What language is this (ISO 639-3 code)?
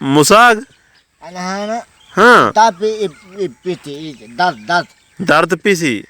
skr